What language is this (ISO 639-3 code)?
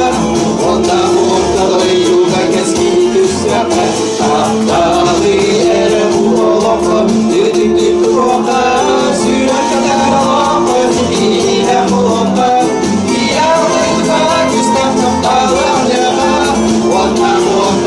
sah